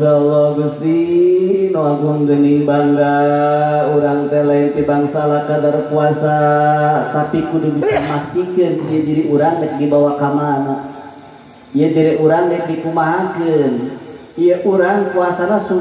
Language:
Sundanese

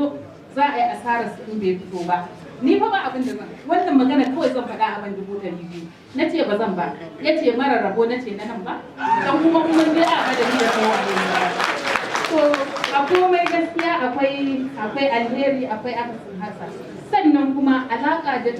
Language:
Hausa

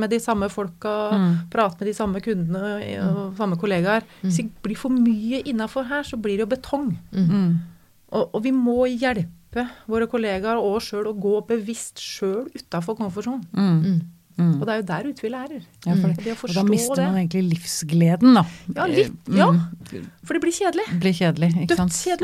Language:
Norwegian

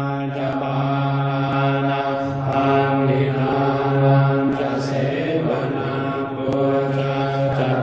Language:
Pali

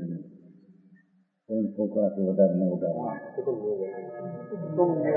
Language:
Gujarati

